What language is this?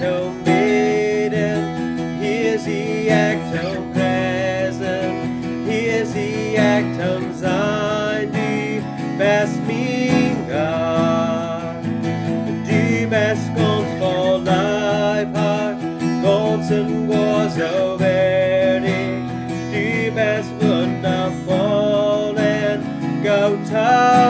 Plautdietsch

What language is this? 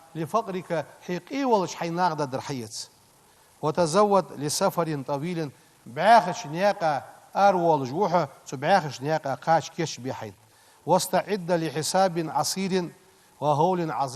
Ingush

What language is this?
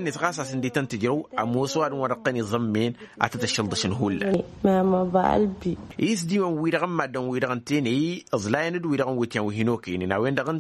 Tamasheq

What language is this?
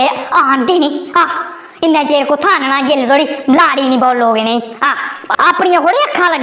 Dogri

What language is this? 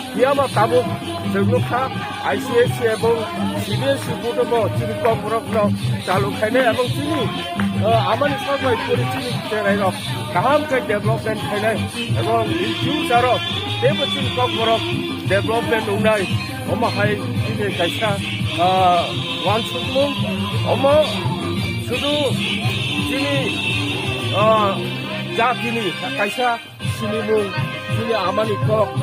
Kok Borok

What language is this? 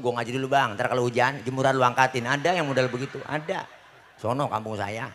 Betawi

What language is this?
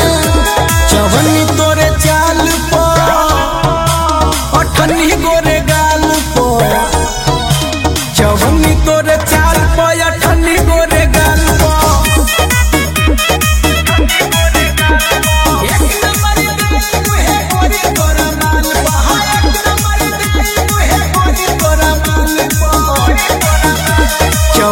Bhojpuri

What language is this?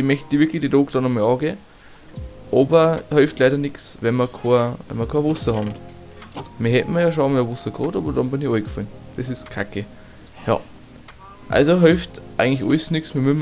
Bavarian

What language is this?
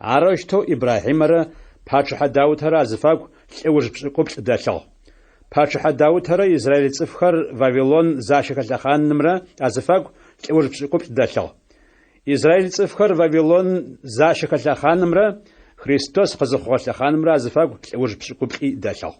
Adyghe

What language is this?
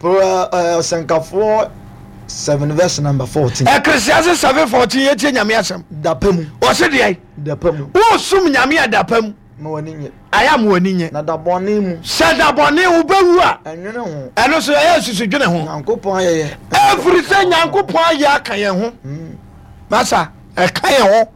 Akan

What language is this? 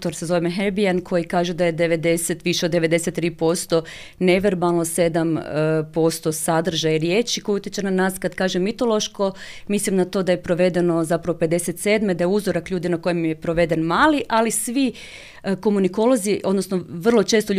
Croatian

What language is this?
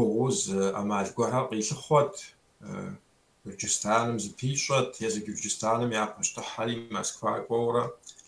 Kabardian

